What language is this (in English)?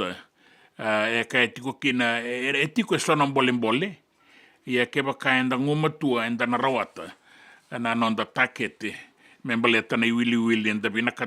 Fijian